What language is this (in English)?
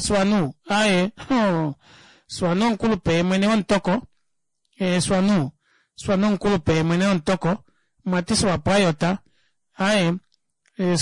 Kuanyama